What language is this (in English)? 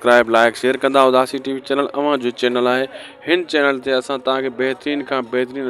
Sindhi